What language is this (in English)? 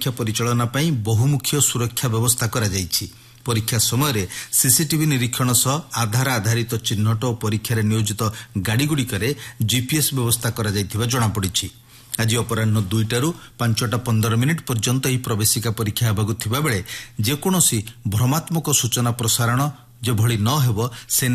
Odia